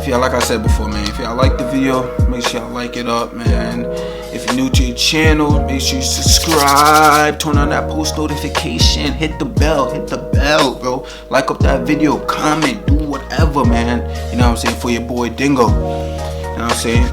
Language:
Jamaican Creole English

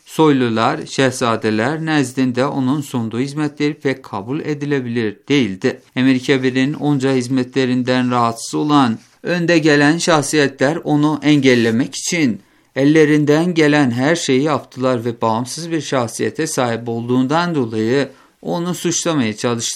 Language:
Turkish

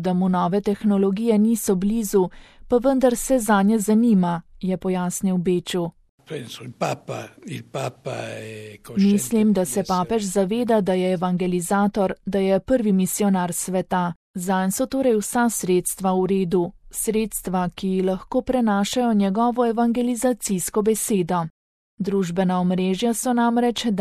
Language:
Slovenian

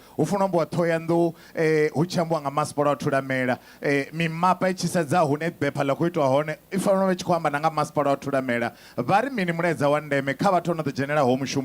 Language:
Venda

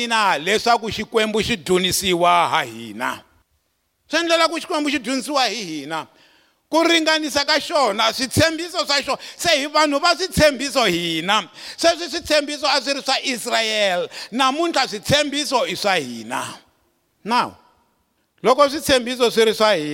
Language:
Tsonga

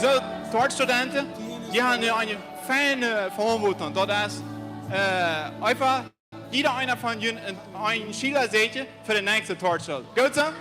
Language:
Plautdietsch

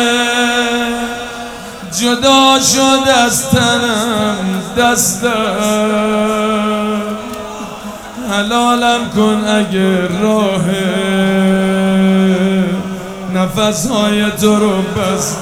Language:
Persian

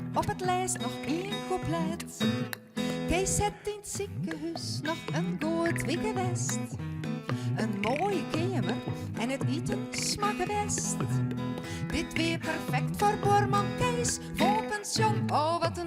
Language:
Western Frisian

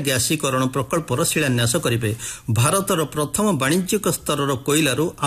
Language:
Odia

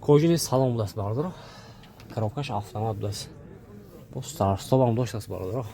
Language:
Tajik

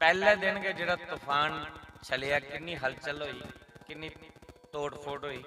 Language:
Dogri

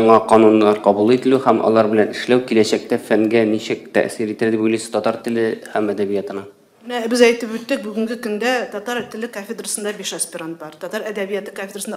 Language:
Tatar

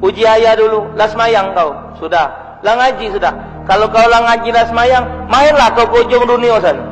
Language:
Musi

